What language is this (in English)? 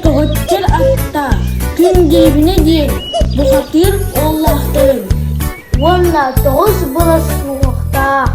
Yakut